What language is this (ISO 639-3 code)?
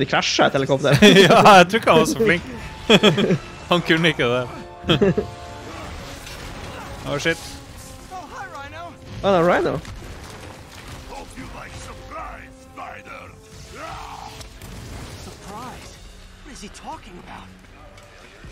nor